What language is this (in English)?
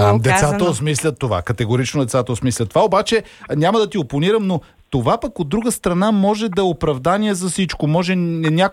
Bulgarian